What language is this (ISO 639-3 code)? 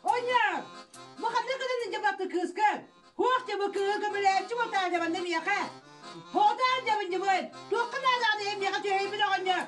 sah